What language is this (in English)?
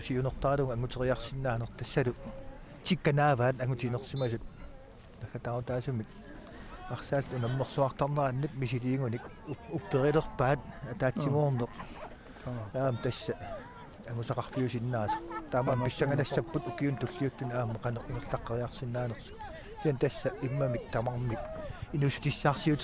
Kalaallisut